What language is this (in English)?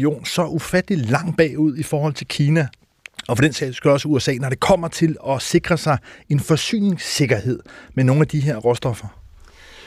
Danish